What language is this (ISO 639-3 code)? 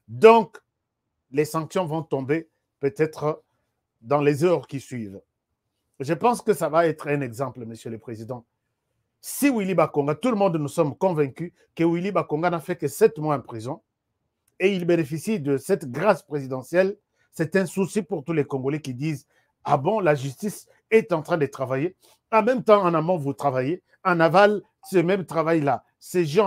fra